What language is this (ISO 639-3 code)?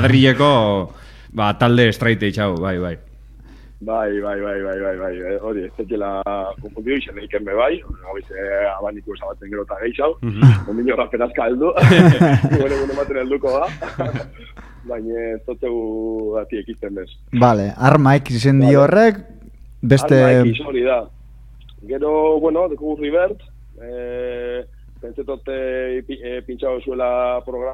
eus